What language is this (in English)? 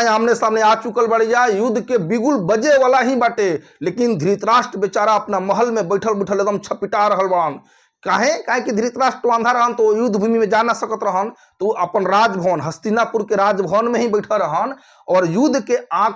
Bhojpuri